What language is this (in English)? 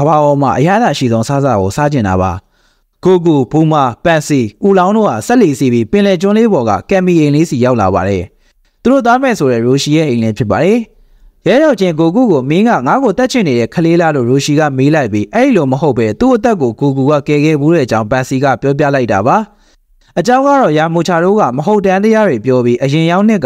Burmese